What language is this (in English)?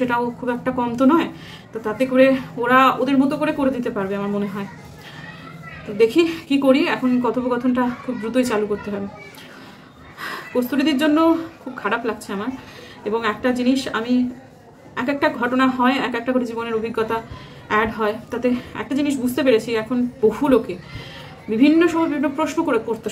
Bangla